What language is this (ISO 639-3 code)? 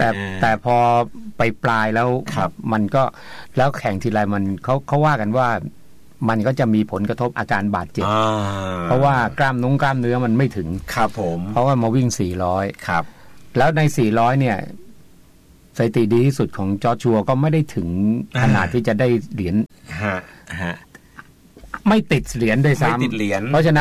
tha